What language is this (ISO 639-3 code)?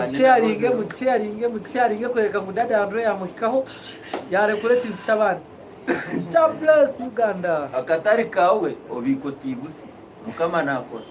nyn